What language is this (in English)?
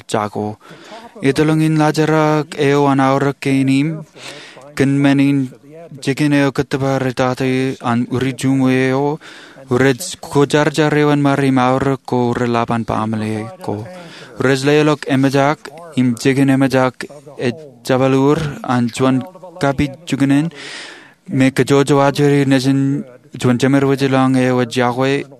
Marshallese